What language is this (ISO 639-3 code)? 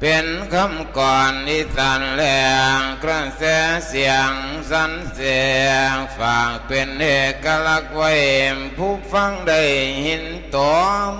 lao